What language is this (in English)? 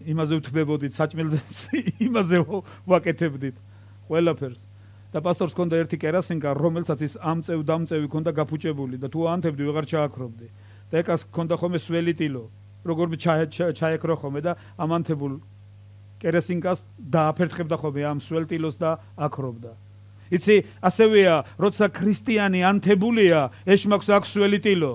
Georgian